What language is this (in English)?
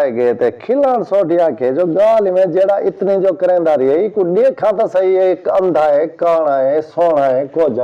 Saraiki